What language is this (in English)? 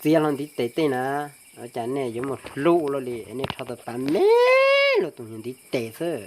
Hmong